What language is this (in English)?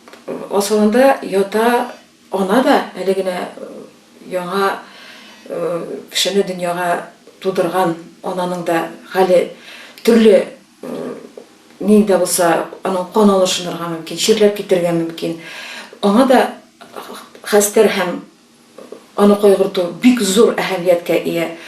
Tatar